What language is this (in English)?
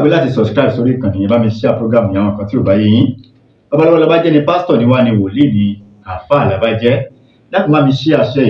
Yoruba